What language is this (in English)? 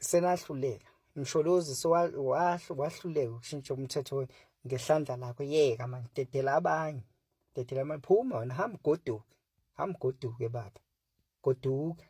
Zulu